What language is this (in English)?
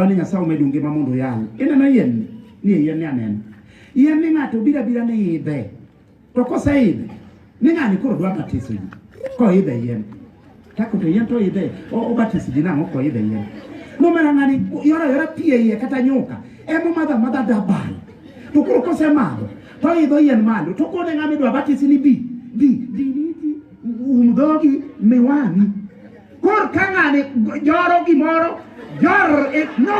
Luo (Kenya and Tanzania)